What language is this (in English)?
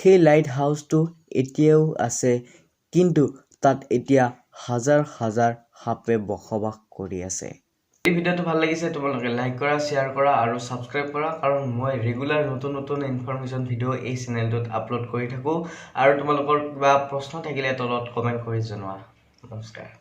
Assamese